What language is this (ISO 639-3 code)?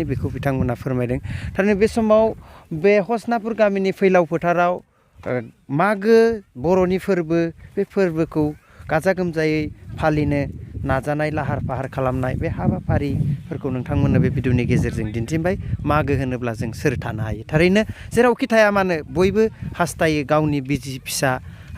brx